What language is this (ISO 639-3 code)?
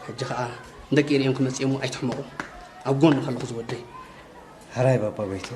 tir